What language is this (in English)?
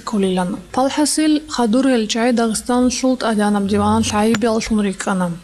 Avaric